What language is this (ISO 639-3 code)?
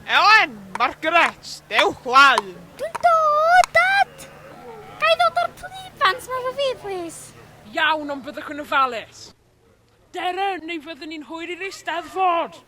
cym